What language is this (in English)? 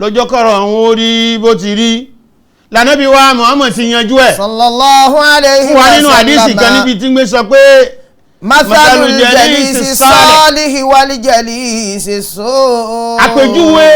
Yoruba